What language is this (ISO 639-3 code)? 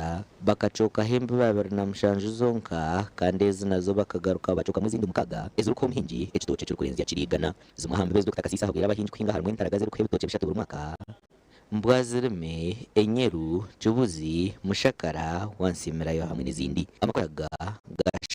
nyn